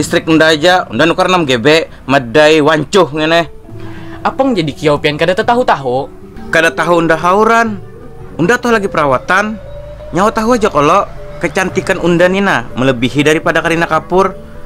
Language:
Banjar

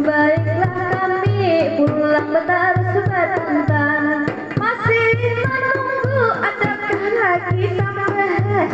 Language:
Banjar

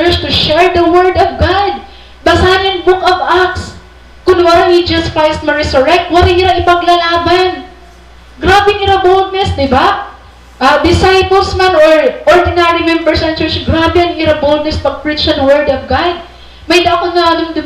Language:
Waray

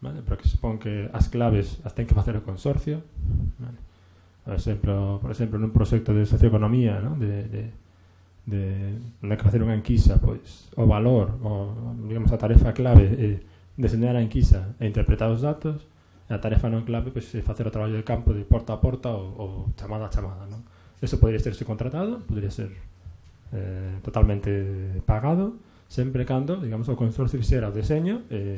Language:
Galician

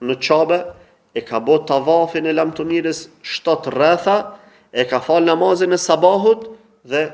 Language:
Albanian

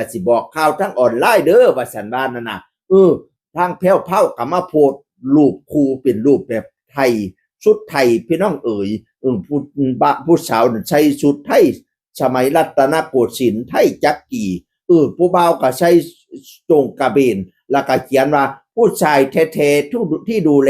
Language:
Northeastern Thai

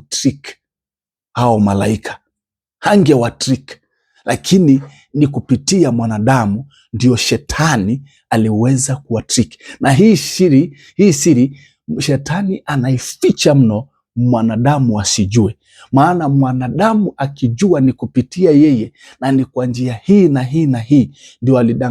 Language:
Swahili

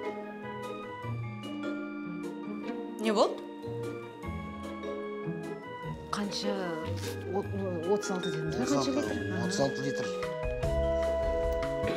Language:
Kazakh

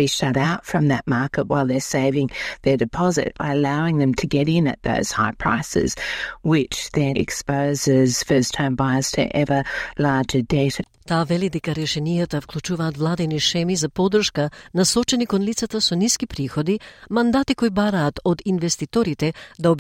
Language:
Macedonian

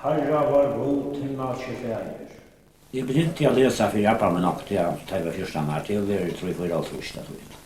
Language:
Faroese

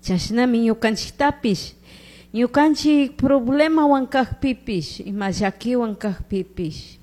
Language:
Chimborazo Highland Quichua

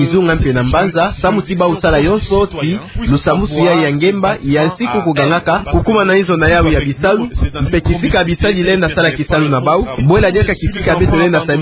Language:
Kituba (Democratic Republic of Congo)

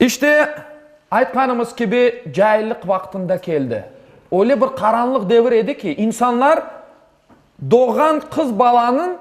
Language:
Crimean Tatar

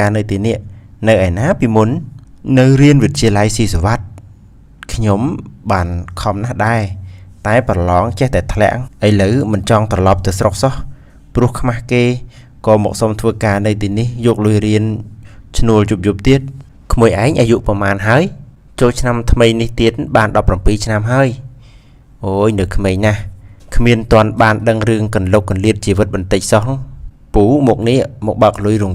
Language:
Khmer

